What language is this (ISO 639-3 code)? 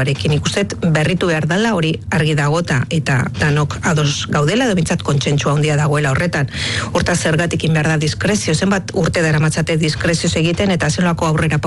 eus